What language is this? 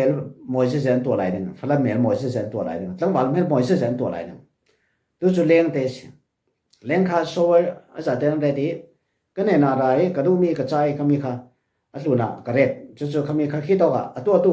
Falam Chin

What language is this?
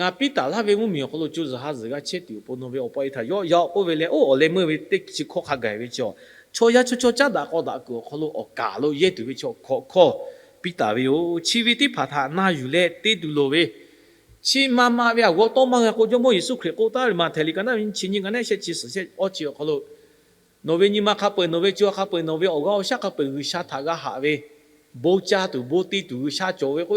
Lahu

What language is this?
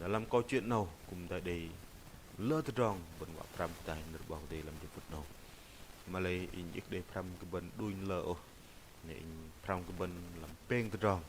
Bahnar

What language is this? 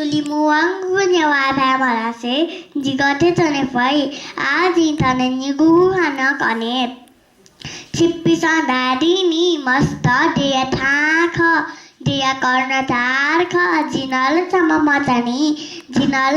Newari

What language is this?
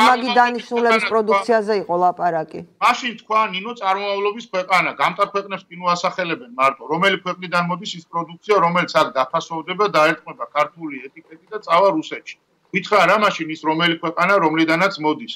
Georgian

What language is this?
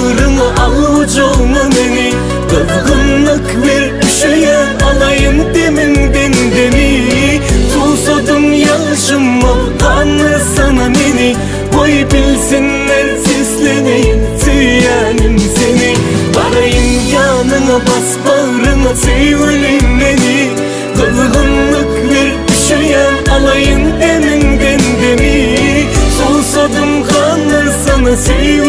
Turkmen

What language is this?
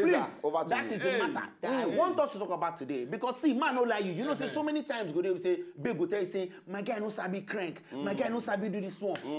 Nigerian Pidgin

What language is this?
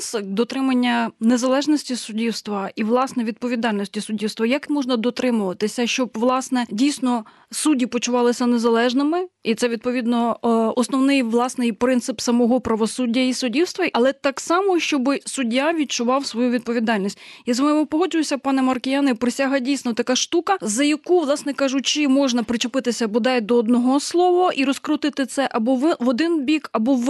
Ukrainian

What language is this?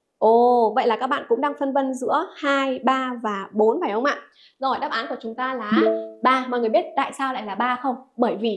Vietnamese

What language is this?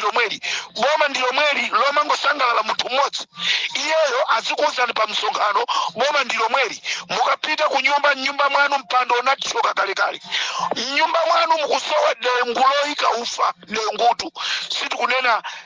Nyanja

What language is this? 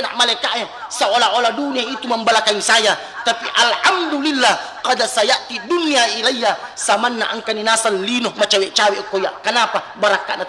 Buginese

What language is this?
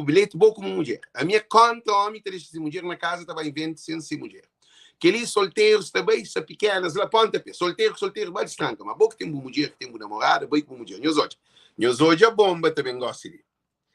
Kabuverdianu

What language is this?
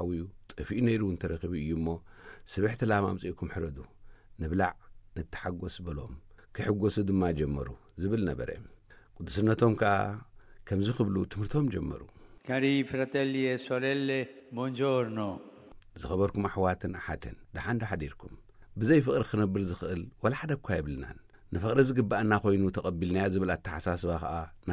Tigrinya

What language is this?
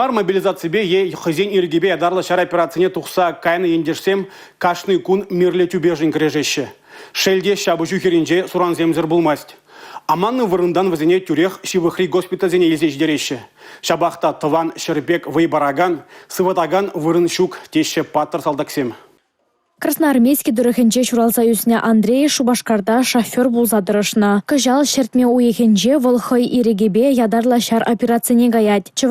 Chuvash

